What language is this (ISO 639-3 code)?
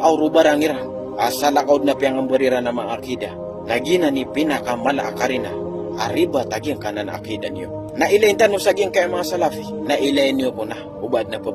mrw